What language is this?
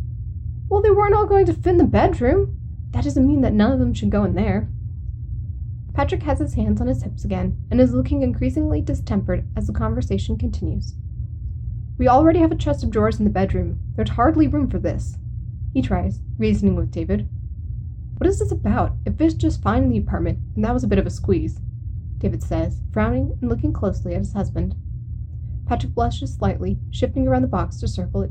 English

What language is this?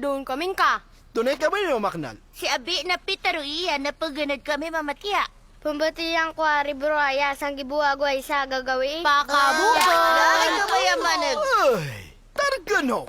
Maranao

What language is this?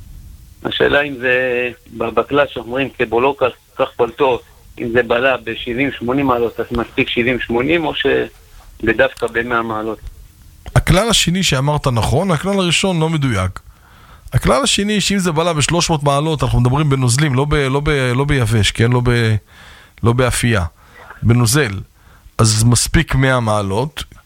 Hebrew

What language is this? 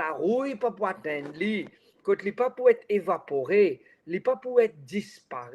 Morisyen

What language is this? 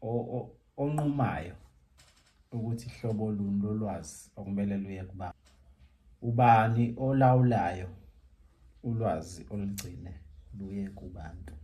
Zulu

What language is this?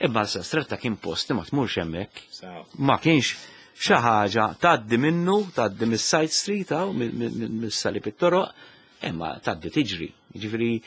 Maltese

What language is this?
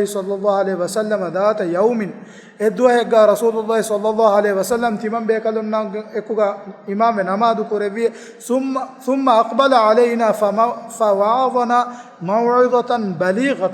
Divehi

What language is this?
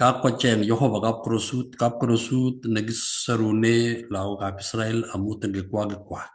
Kalenjin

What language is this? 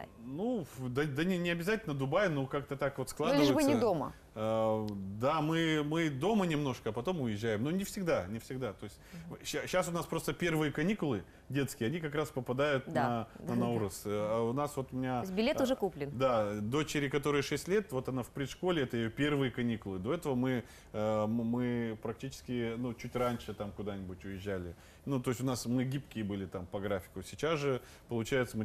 Russian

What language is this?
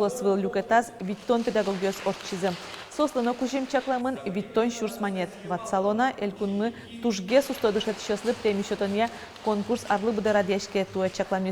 Udmurt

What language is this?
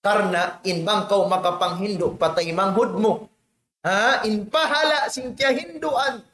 Tausug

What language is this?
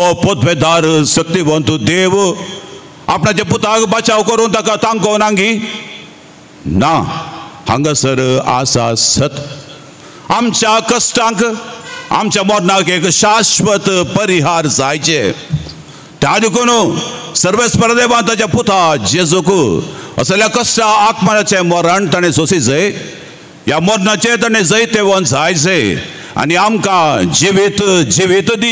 Konkani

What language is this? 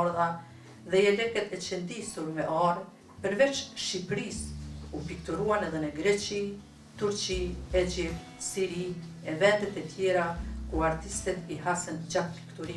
Albanian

